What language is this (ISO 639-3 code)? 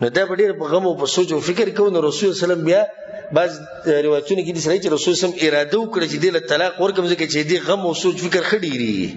pus